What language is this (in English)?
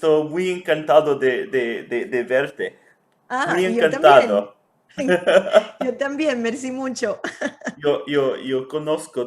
Ladino